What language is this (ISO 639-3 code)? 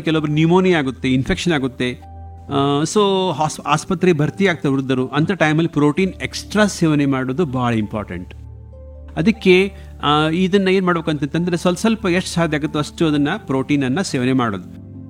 kan